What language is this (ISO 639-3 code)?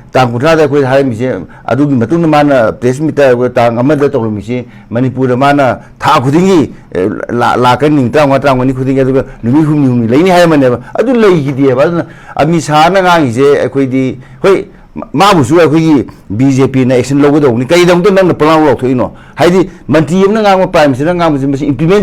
mni